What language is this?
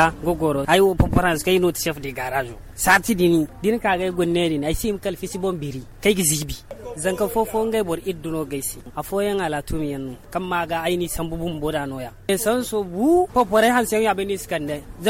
Zarma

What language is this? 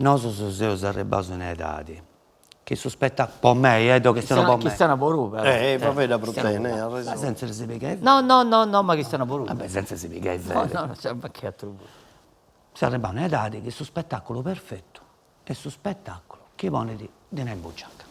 Sardinian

